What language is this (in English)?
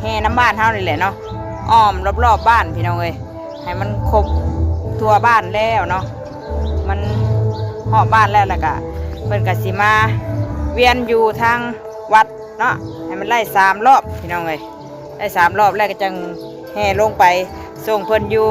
Northeastern Thai